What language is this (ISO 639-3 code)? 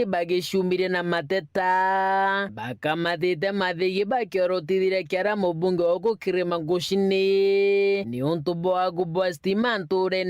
mer